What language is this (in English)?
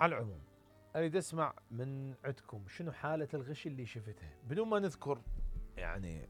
Mesopotamian Arabic